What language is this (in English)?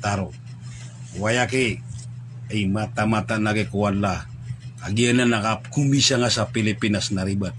Maranao